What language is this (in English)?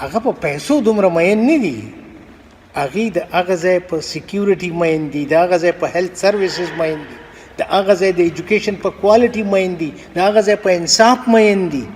Pashto